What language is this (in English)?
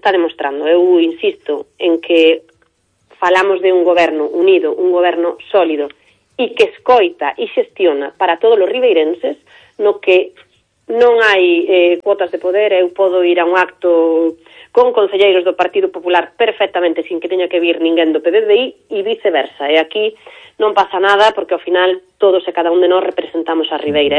Galician